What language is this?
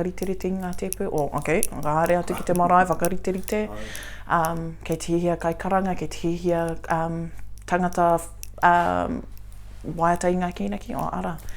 Māori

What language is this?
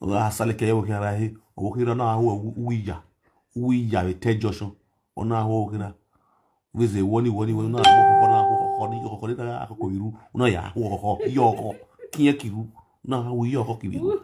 Nigerian Pidgin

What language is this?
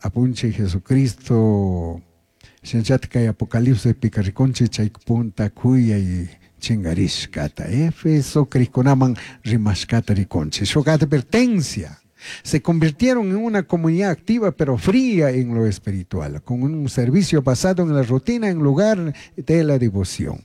Chimborazo Highland Quichua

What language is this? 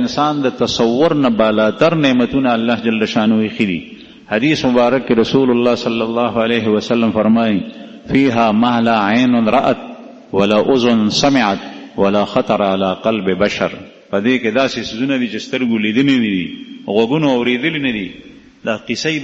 Pashto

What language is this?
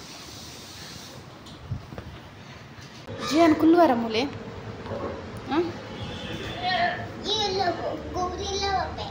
Tulu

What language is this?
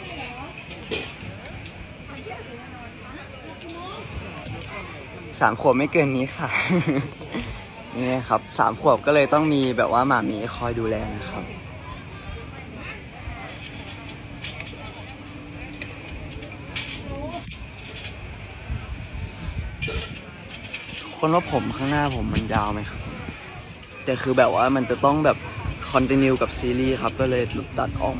Thai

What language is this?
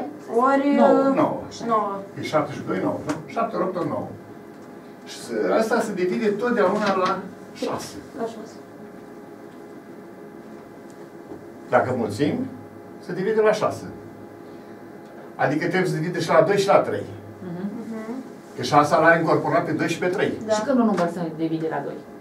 Romanian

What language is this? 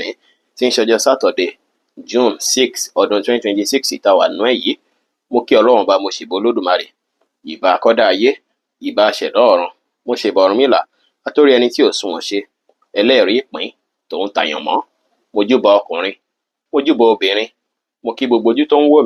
Yoruba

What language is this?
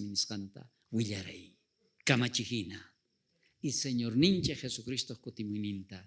South Bolivian Quechua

